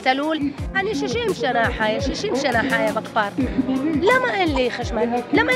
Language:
Hebrew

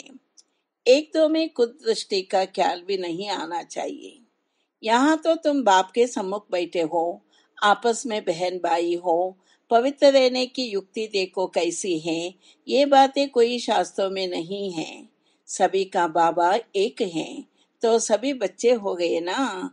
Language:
Hindi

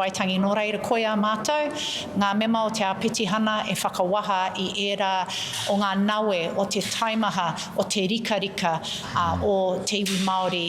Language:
Māori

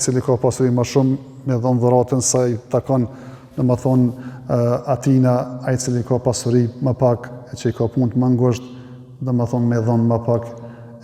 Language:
Albanian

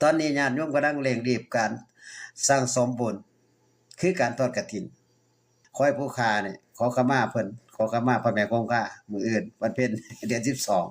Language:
Northeastern Thai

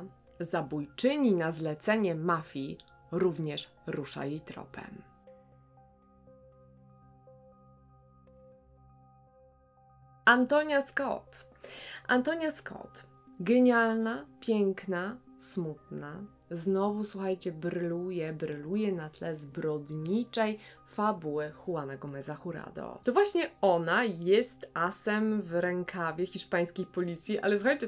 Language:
Polish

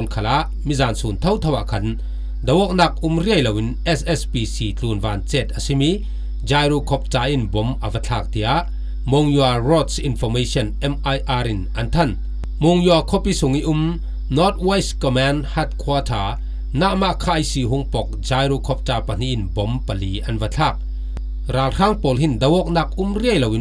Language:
Falam Chin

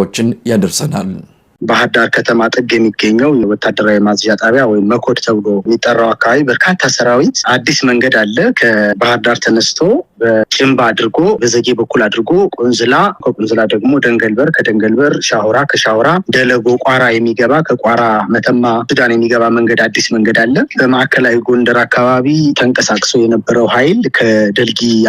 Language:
Amharic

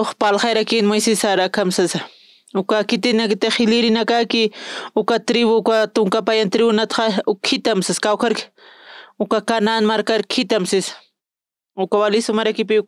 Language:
Aymara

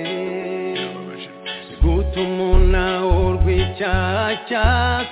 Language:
Kinyarwanda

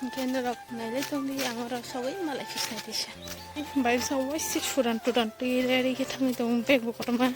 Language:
Kok Borok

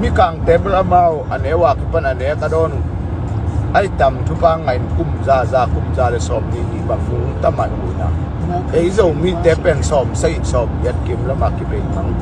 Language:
Tedim Chin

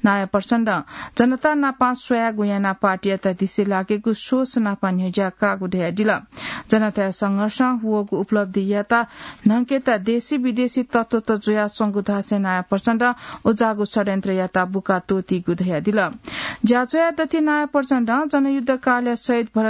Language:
Newari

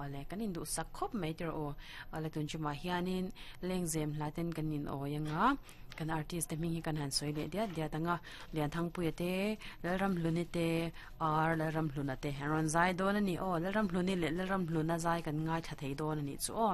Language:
Mizo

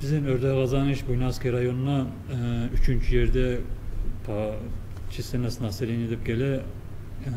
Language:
Kumyk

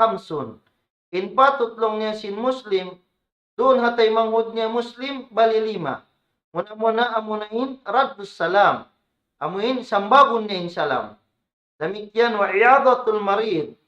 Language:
Tausug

